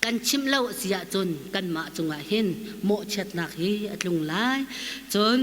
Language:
Hakha Chin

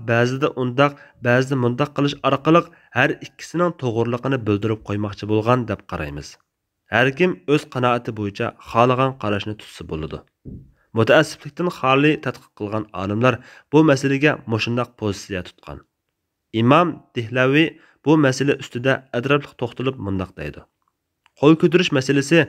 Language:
Uyghur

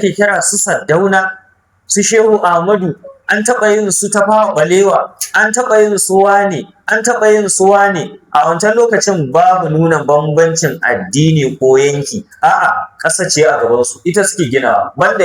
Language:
Hausa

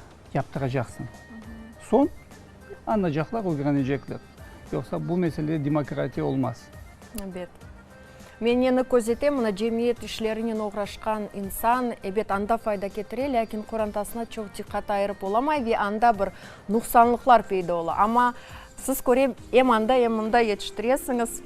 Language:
Crimean Tatar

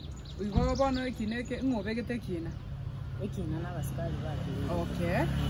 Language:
Gusii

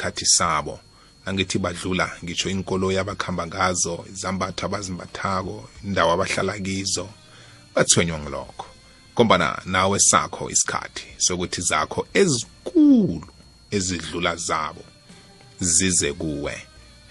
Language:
South Ndebele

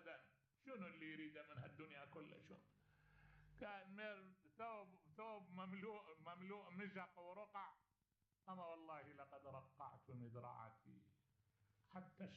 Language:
Mesopotamian Arabic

